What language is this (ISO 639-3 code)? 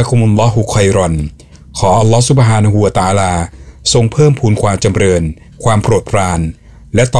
tha